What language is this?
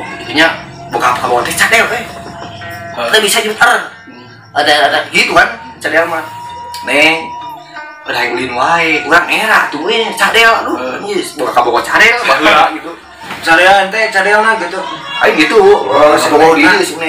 Sundanese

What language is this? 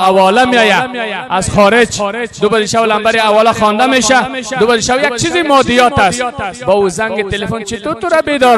Persian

